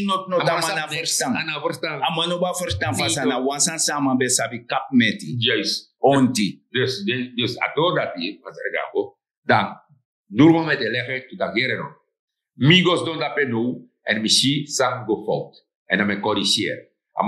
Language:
Sranan Tongo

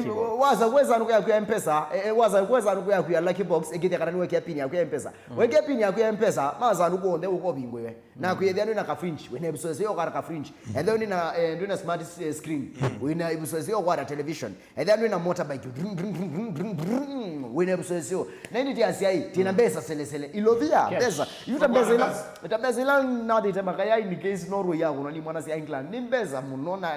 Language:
Kamba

